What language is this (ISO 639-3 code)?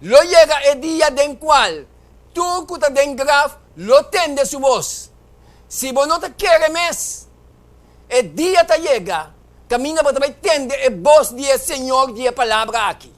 pap